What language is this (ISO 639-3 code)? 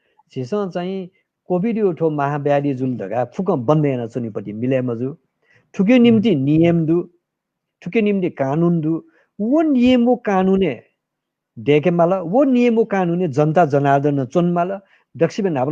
new